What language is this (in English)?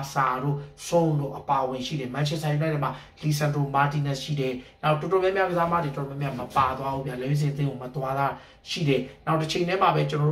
Burmese